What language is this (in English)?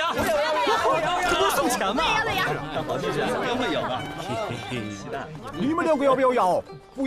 Chinese